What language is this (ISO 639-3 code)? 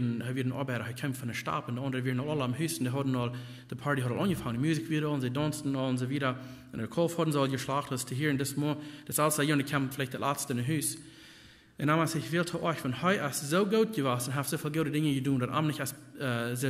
pdt